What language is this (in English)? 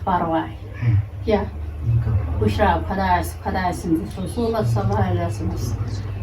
Kashmiri